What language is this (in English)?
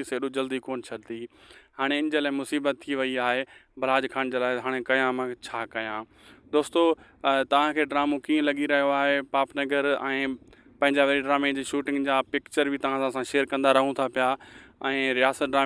Sindhi